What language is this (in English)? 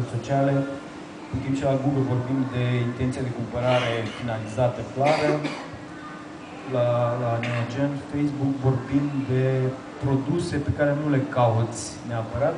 Romanian